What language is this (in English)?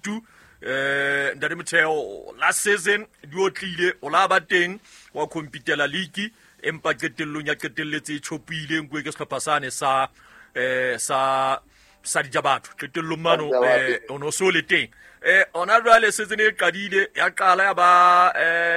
Southern Sotho